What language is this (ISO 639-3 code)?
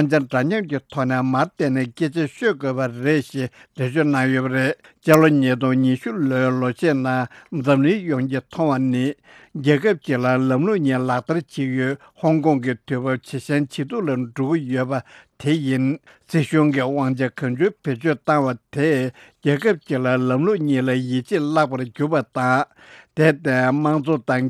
bod